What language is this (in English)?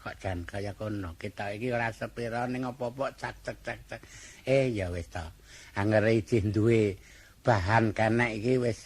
Javanese